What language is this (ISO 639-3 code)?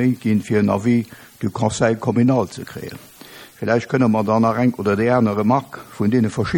ltz